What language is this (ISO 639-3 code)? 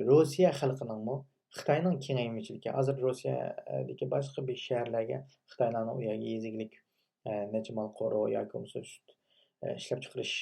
uig